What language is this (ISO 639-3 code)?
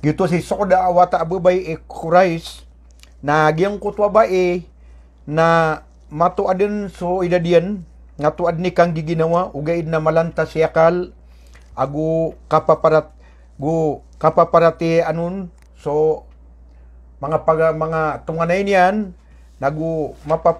mrw